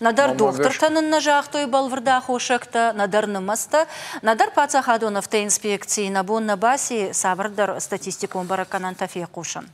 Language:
Ossetic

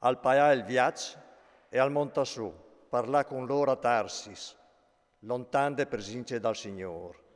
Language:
Friulian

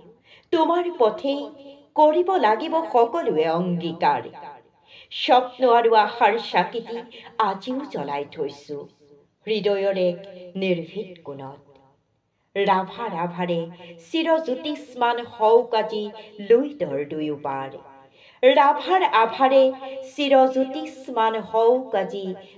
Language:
Assamese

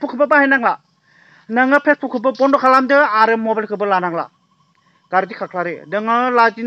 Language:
Bodo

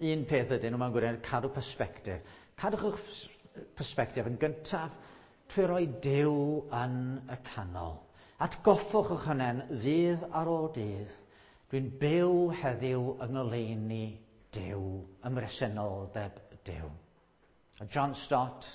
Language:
Welsh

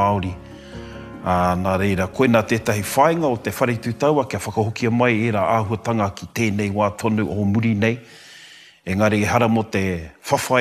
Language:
Māori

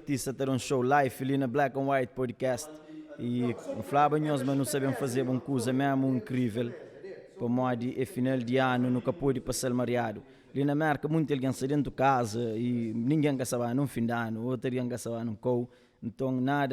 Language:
Kabuverdianu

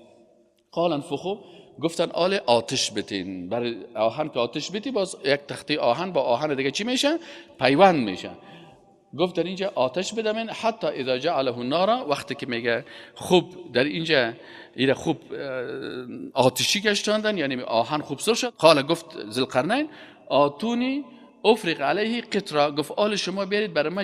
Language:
Persian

